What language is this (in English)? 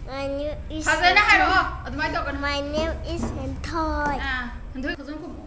Manipuri